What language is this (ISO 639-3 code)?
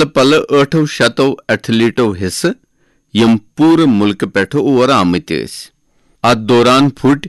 kas